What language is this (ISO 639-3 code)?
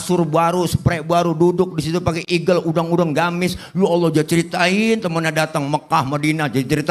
bew